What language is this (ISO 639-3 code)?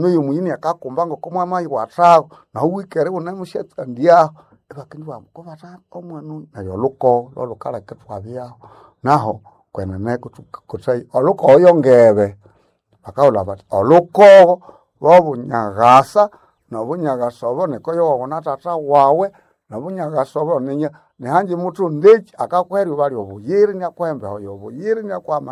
nnb